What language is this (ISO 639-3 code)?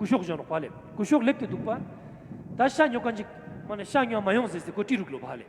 lbj